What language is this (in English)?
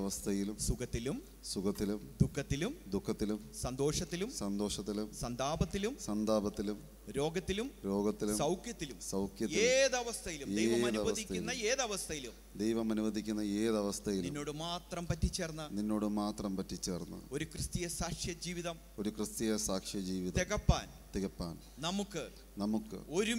Malayalam